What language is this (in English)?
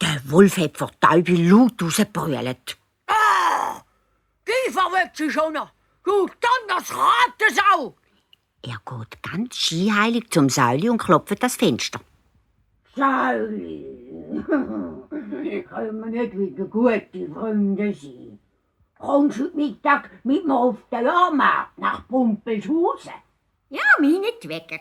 Swiss German